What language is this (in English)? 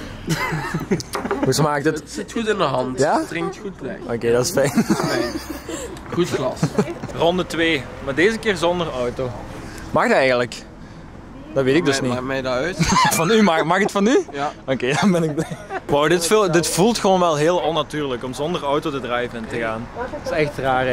Dutch